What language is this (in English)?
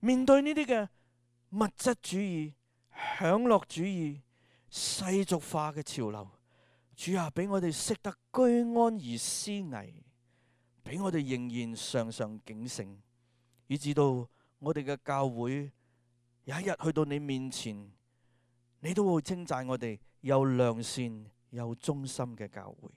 Cantonese